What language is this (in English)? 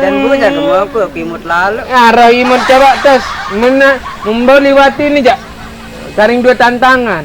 Sasak